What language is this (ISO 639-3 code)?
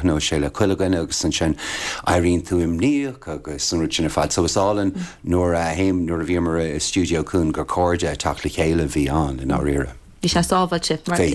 gle